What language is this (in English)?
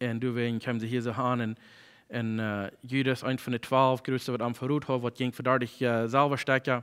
Plautdietsch